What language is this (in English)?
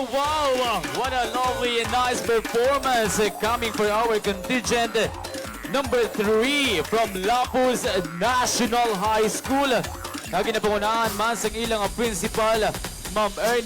Hiligaynon